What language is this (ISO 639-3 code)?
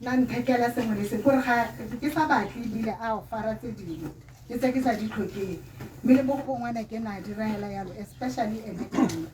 tsn